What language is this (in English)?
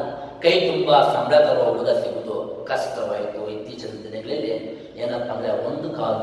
Kannada